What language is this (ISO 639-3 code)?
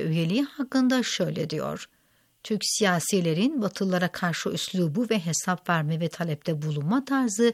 tur